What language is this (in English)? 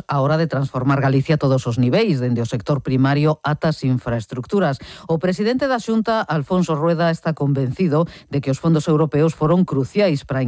Galician